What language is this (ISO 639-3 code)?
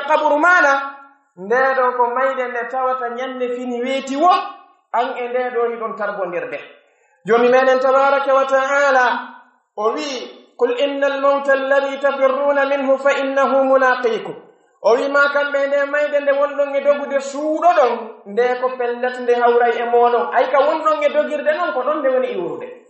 fuf